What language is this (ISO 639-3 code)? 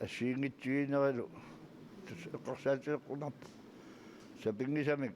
kal